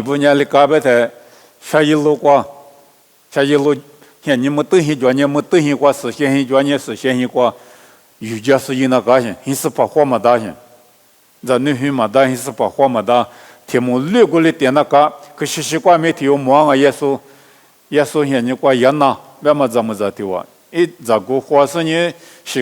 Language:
Lisu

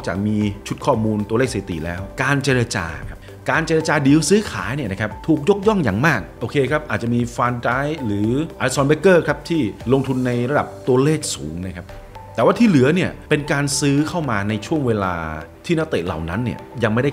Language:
Thai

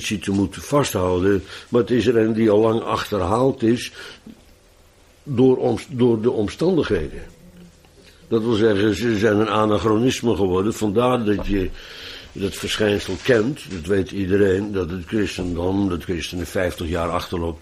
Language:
Dutch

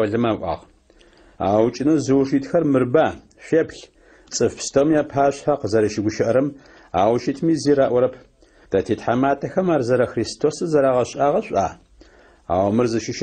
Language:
Adyghe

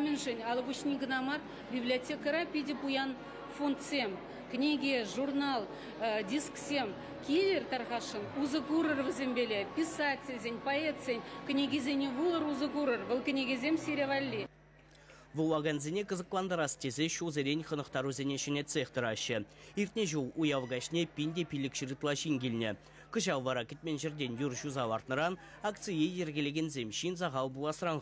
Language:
Chuvash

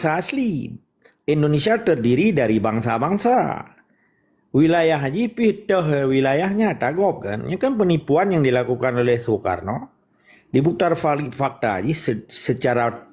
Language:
Achinese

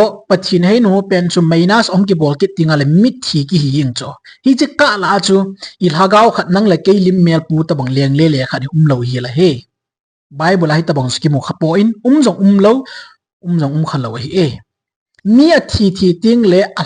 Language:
Thado Chin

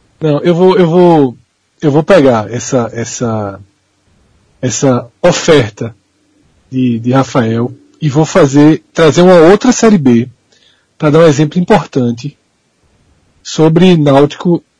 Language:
Portuguese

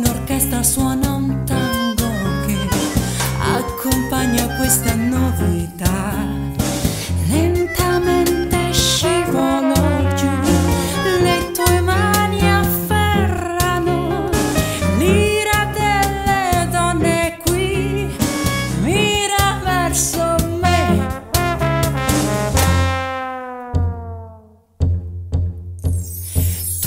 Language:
Italian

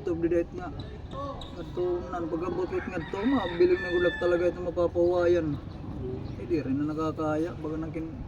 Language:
Waray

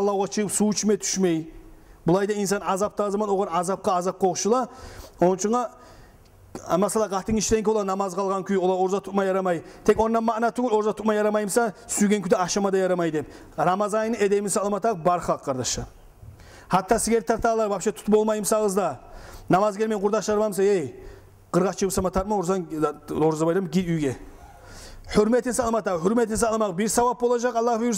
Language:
Kumyk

